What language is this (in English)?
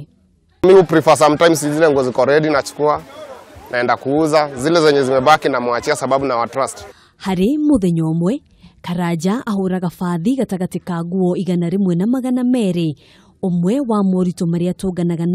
Kikuyu